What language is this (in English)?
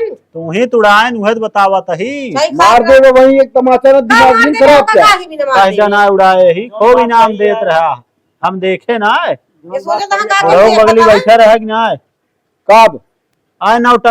Awadhi